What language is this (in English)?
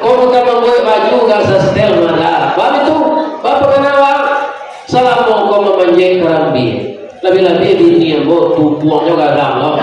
Minangkabau